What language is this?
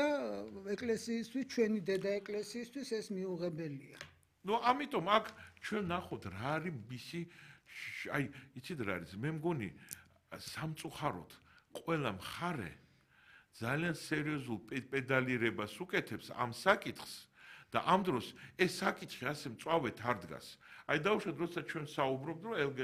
Georgian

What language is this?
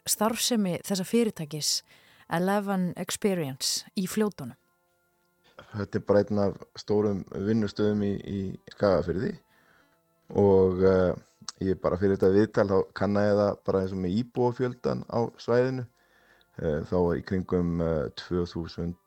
Icelandic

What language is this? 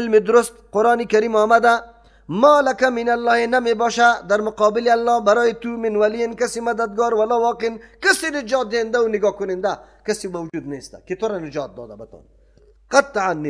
Persian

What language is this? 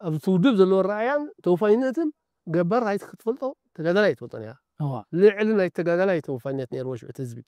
Tigrinya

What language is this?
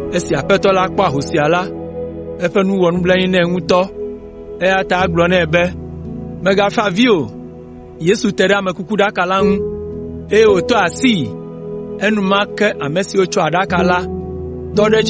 Ewe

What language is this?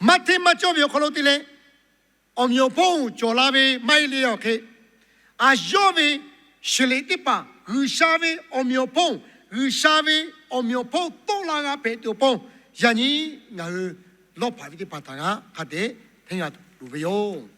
Lahu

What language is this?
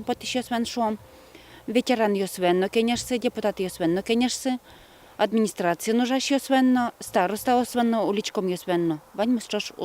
Udmurt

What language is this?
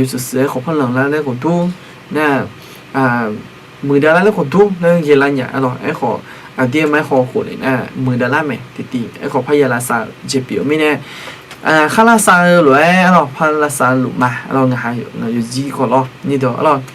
Akha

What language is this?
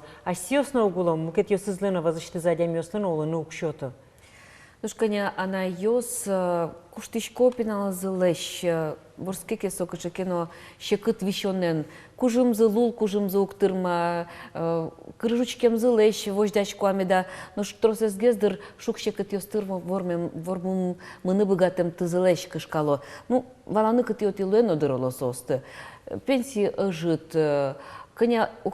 Udmurt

